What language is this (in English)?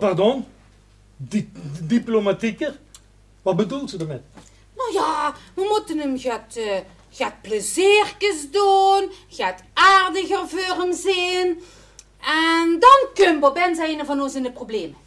Limburgish